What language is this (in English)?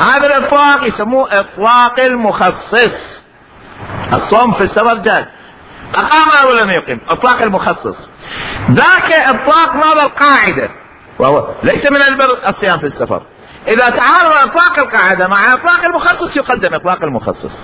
Mesopotamian Arabic